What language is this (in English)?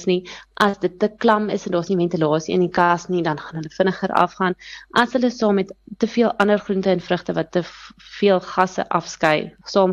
Afrikaans